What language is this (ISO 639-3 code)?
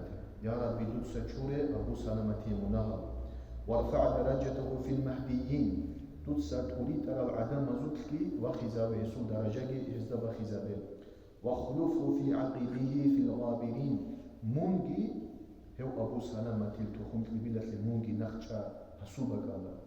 ava